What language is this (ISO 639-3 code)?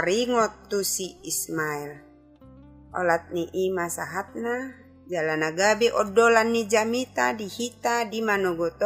bbc